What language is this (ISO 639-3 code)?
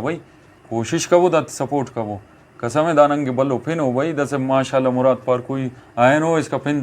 brh